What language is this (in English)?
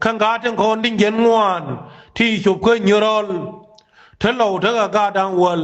Nuer